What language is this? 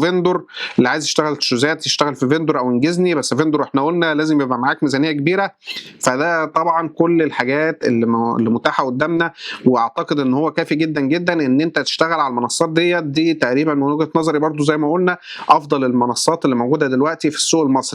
Egyptian Arabic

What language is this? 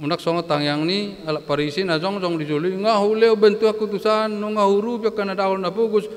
Batak Toba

